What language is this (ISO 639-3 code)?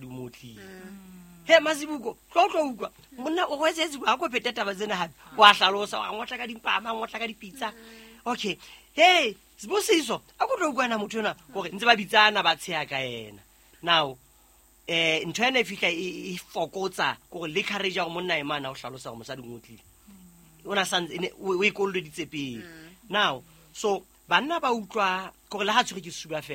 sot